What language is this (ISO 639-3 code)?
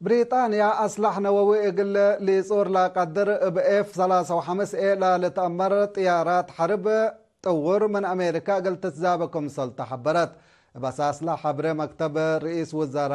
tig